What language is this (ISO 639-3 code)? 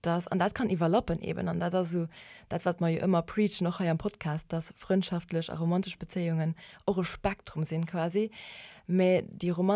ltz